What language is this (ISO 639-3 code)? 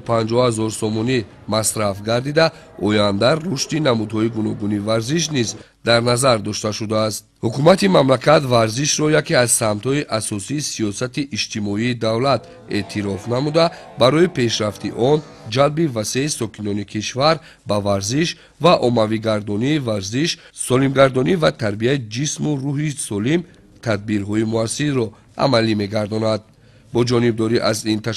tgk